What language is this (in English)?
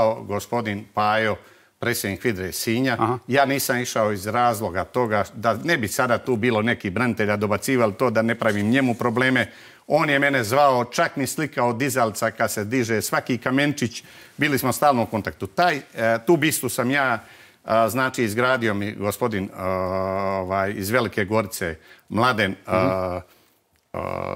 Croatian